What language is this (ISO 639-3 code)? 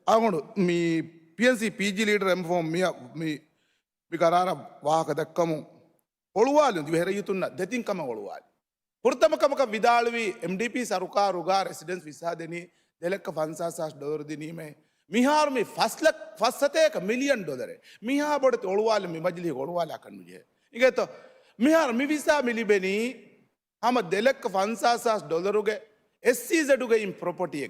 div